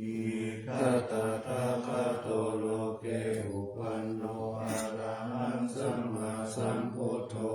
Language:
Pali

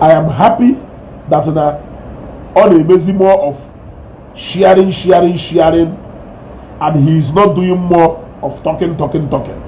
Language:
Igbo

